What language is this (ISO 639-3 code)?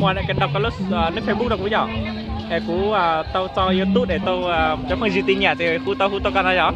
hmn